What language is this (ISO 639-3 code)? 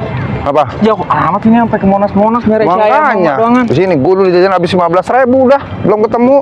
bew